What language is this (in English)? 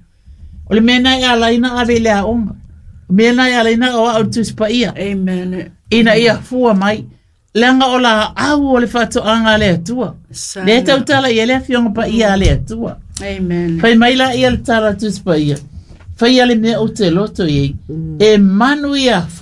Samoan